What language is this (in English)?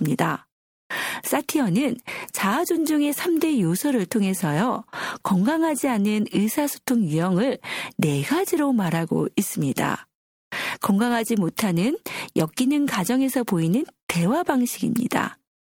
Korean